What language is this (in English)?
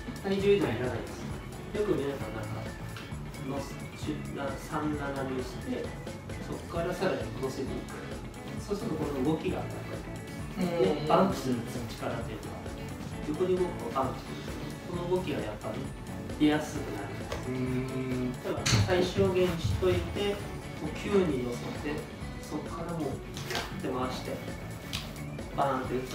Japanese